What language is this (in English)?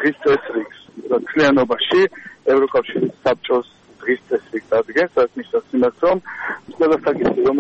Georgian